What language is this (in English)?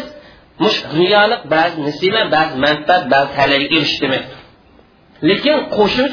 Uyghur